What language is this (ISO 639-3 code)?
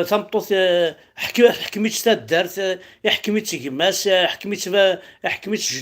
kab